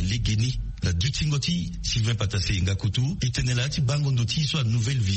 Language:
Sango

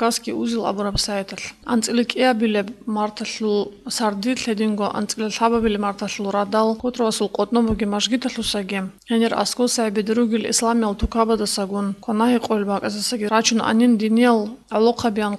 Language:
Avaric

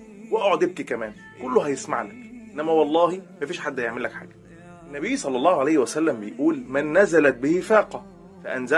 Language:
Egyptian Arabic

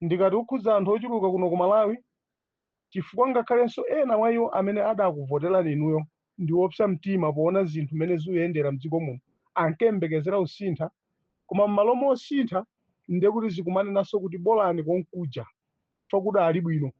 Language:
Nyanja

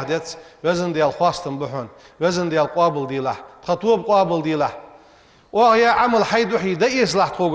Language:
Ingush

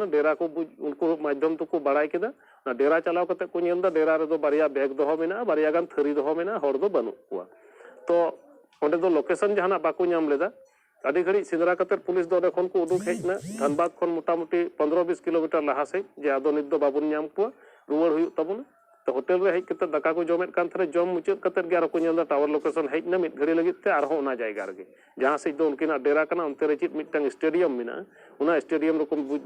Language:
Santali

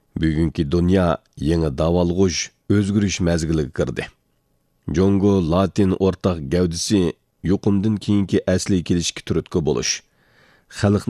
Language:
Uyghur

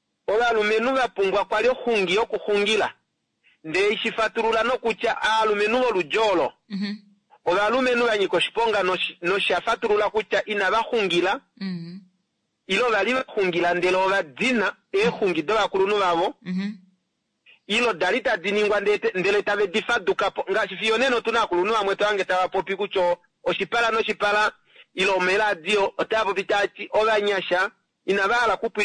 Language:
Kuanyama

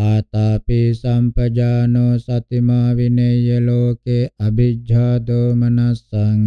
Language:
Pali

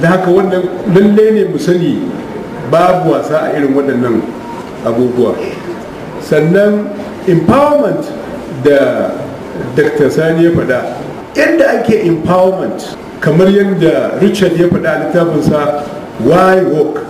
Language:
Hausa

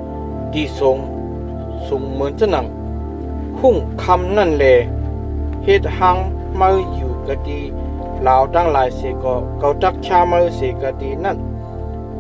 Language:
Shan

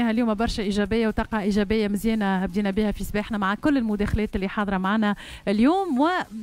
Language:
Tunisian Arabic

